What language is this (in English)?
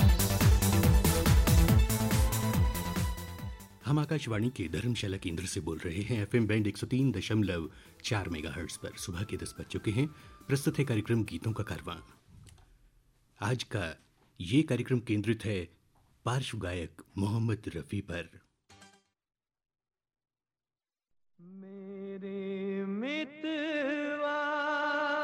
Hindi